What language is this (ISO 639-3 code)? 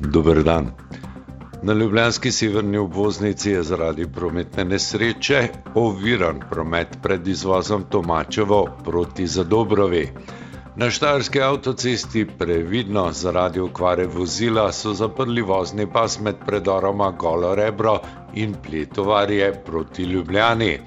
slv